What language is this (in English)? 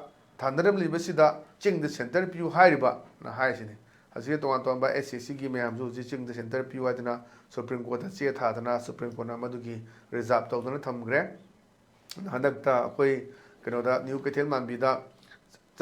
Manipuri